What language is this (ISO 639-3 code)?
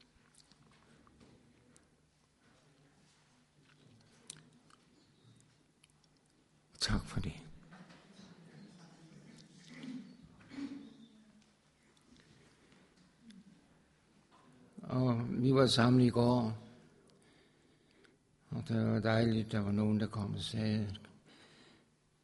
dan